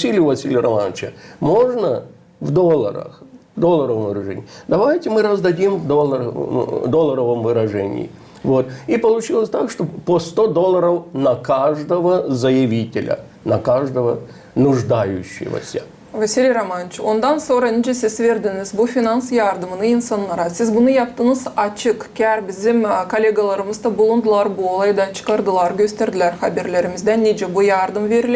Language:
Gagauz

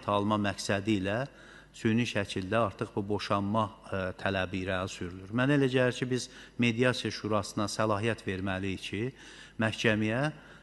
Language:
Azerbaijani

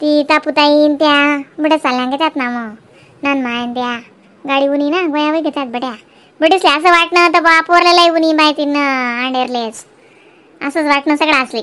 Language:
Khandesi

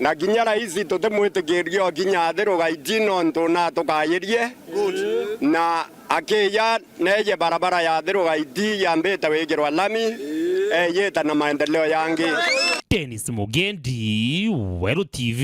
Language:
Meru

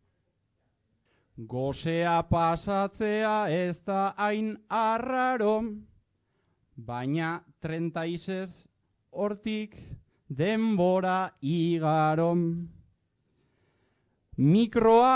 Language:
Basque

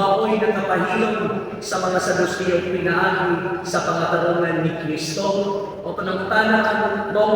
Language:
Cebuano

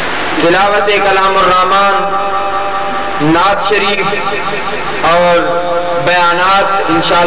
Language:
Urdu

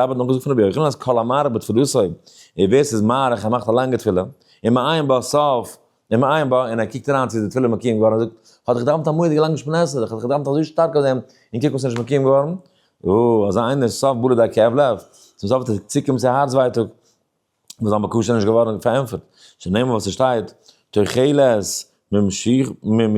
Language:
Yiddish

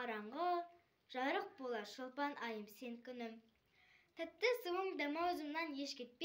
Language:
Kazakh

